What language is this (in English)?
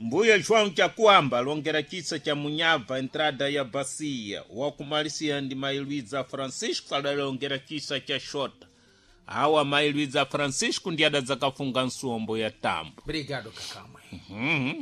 Sena